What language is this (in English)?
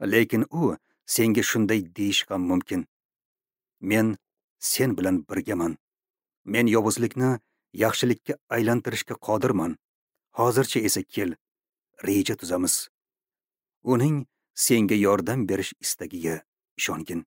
Uzbek